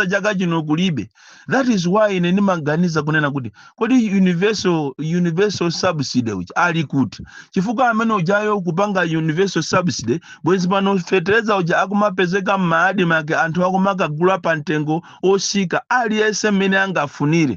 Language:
Nyanja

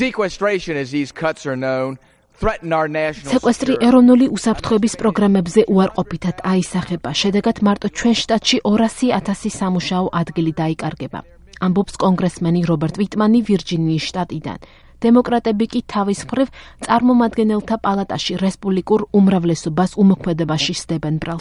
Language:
Georgian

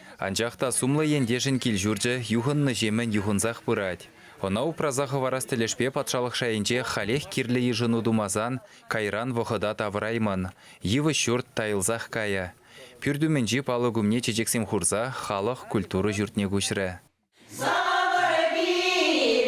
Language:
Chuvash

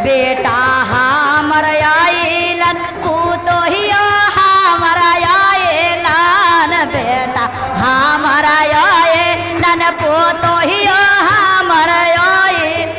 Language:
Magahi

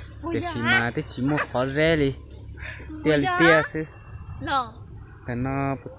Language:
Hmong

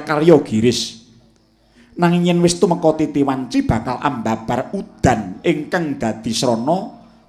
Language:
Javanese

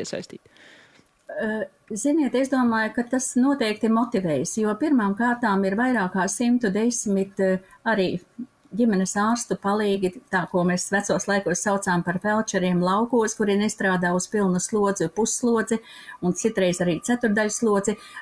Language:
Latvian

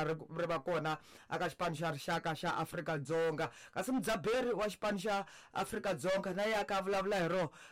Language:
Tsonga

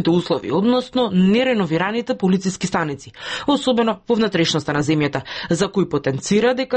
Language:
Macedonian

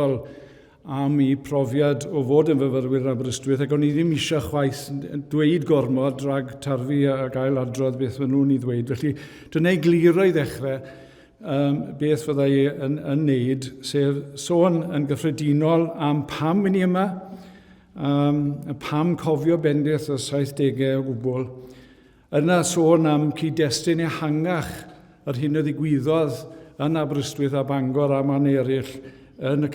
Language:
Welsh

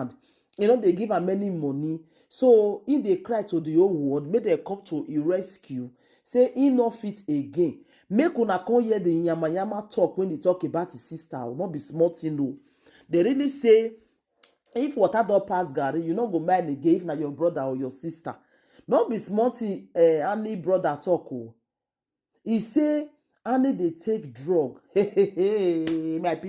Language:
Nigerian Pidgin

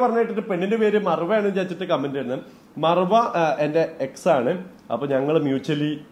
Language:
Malayalam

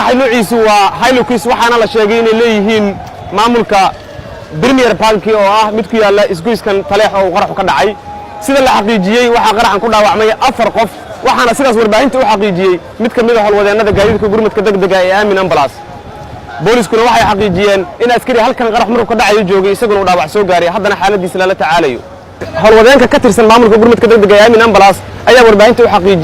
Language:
Somali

